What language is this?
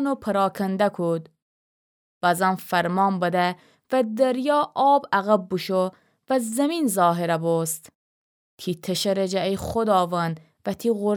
Gilaki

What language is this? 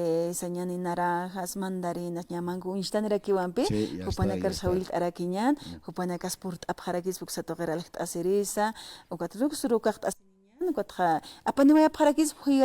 Aymara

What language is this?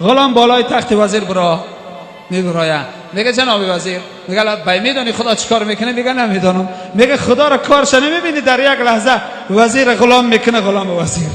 Tajik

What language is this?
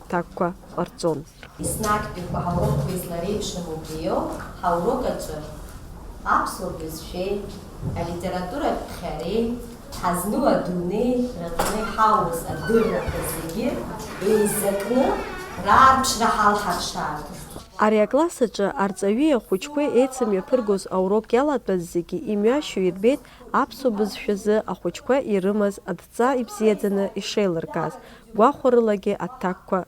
Abkhazian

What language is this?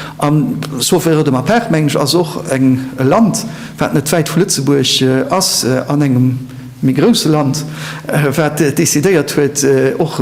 Luxembourgish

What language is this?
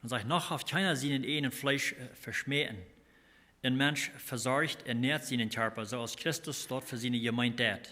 Plautdietsch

